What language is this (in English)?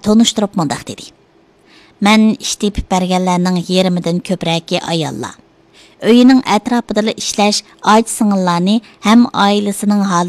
Uyghur